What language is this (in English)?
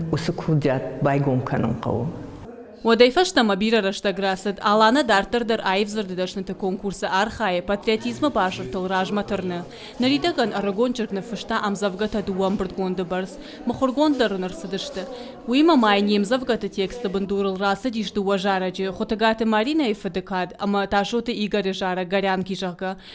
Ossetic